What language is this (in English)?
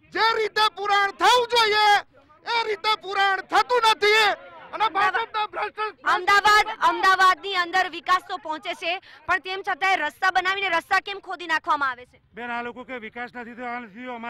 Gujarati